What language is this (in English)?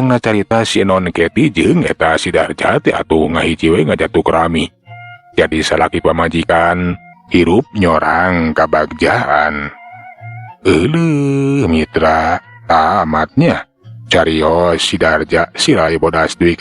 Sundanese